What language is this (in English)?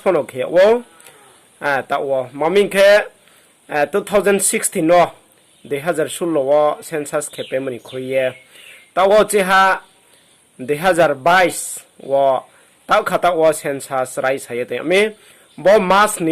Riang (India)